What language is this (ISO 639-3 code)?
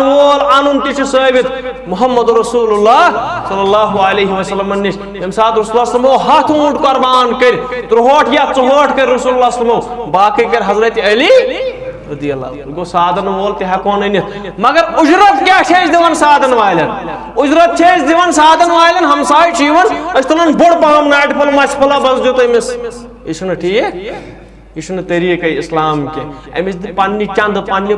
kas